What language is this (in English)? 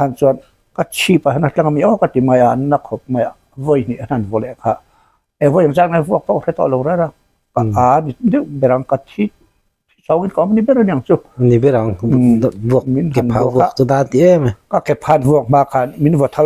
Mizo